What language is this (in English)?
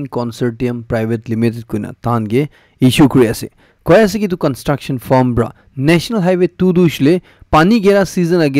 Naga Pidgin